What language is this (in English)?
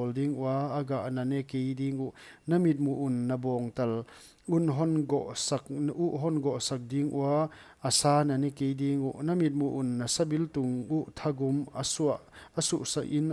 Paite Chin